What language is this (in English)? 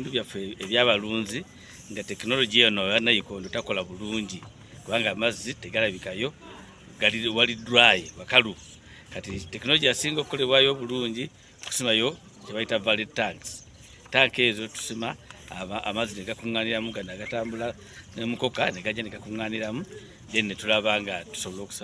Ganda